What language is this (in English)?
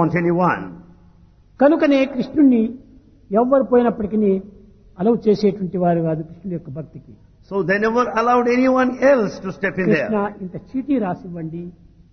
Telugu